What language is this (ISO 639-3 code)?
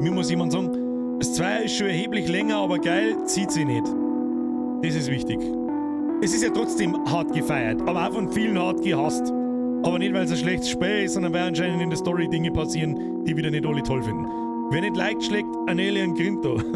bar